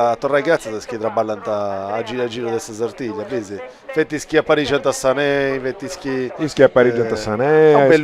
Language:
Sardinian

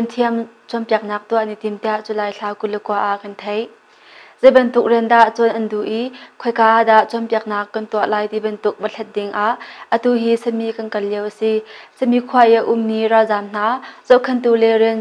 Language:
Hakha Chin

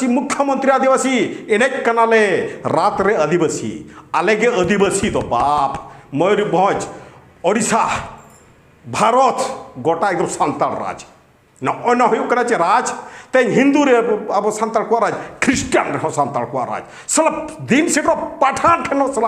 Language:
Santali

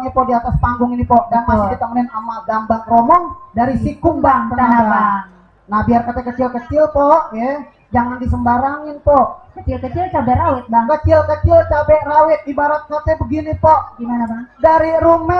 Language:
Betawi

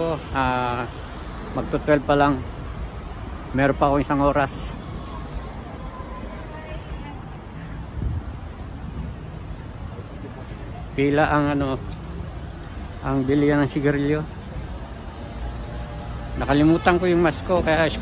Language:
Filipino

